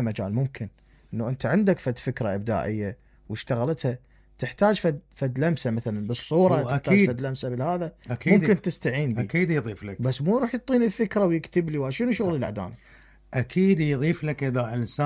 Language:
Mesopotamian Arabic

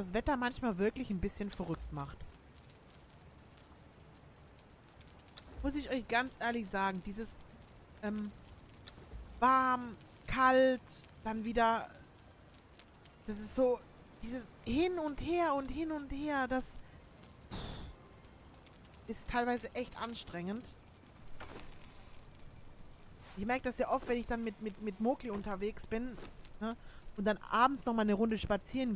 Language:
German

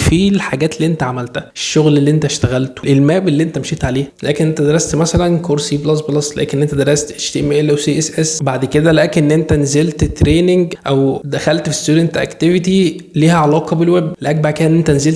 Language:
Egyptian Arabic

